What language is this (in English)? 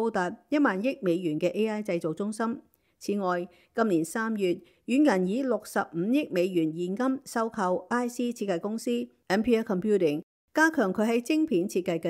Cantonese